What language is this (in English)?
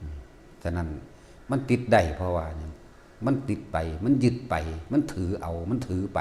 Lao